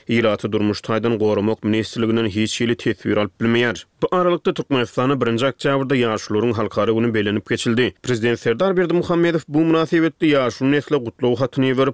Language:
Turkmen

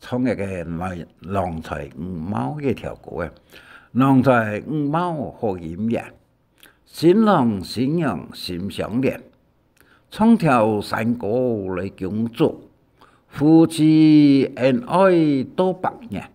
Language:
Hakka Chinese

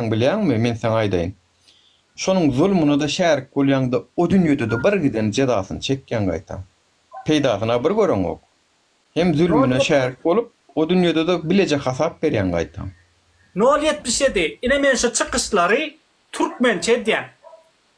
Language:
Turkmen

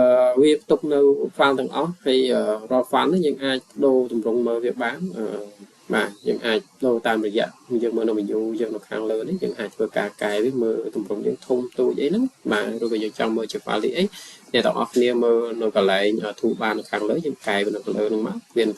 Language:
Khmer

